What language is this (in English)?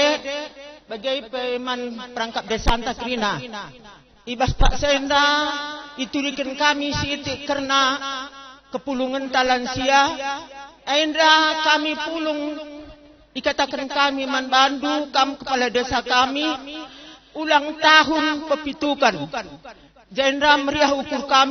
Batak Karo